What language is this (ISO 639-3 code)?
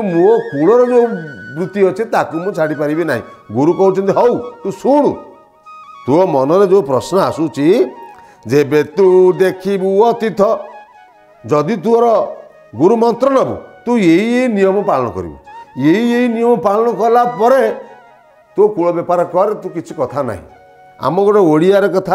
ori